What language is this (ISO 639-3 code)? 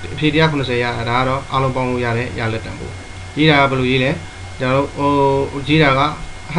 mya